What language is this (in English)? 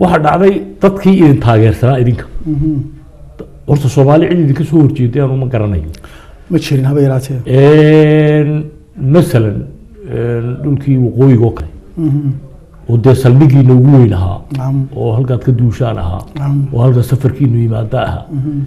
Somali